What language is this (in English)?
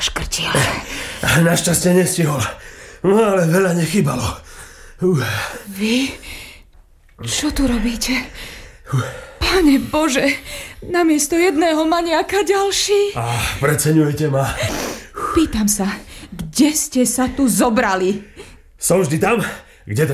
Slovak